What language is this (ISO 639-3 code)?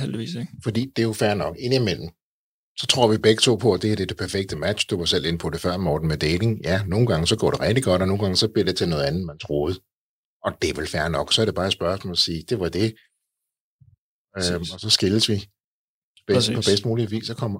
dan